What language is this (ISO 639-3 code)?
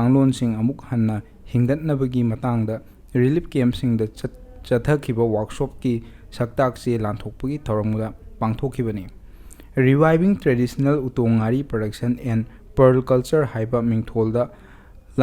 mni